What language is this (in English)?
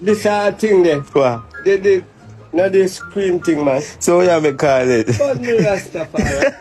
Jamaican Creole English